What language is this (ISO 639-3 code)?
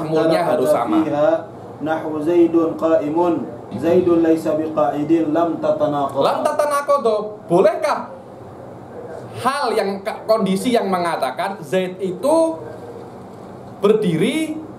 ind